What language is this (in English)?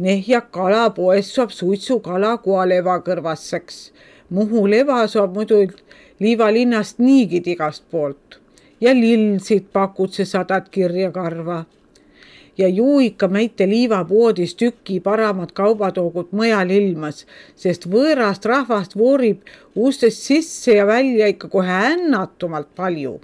Estonian